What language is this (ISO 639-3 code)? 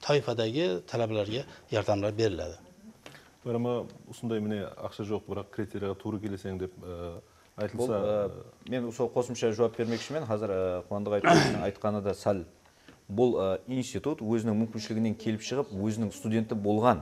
kaa